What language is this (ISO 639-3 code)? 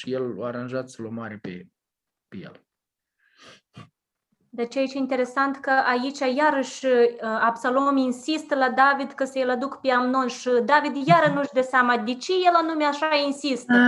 ron